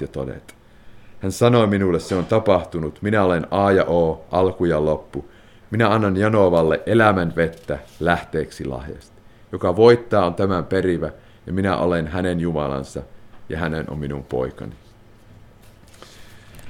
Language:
Finnish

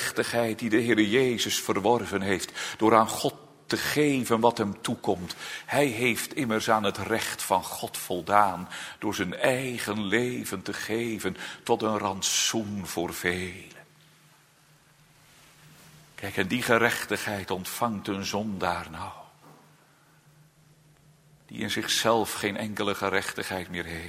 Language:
Dutch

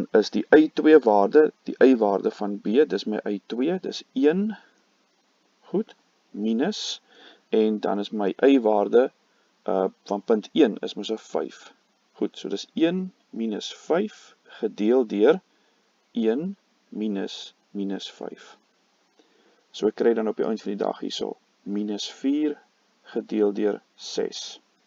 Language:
Afrikaans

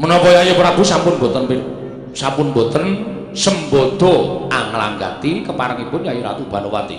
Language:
Javanese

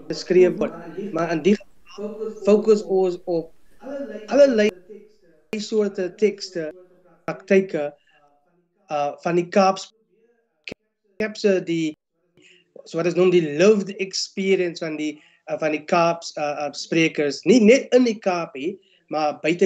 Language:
Afrikaans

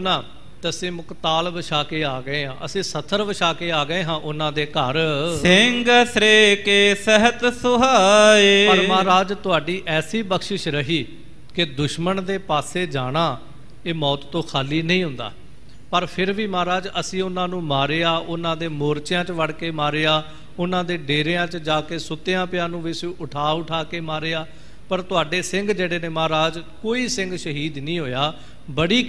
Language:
Punjabi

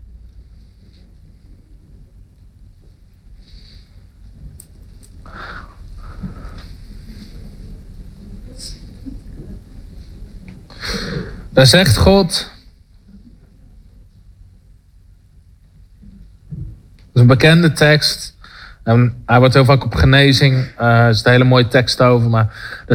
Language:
Dutch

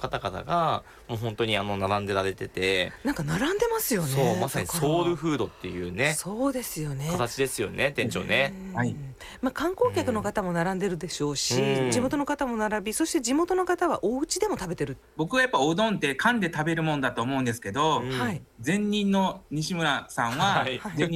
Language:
Japanese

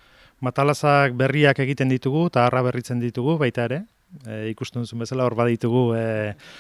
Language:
Basque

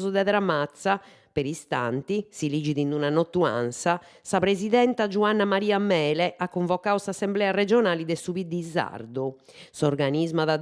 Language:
Sardinian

